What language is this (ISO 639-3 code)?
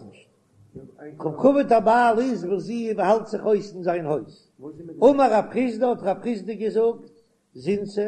yid